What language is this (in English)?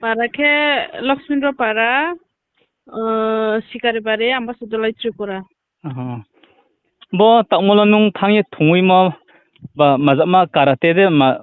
Riang (India)